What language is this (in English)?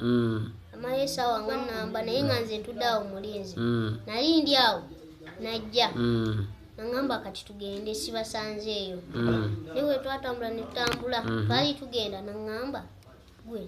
Ganda